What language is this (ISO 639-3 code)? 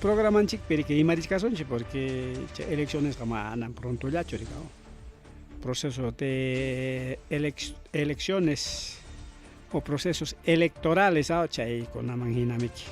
quy